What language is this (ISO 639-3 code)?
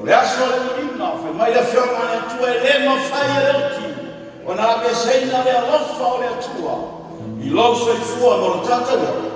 smo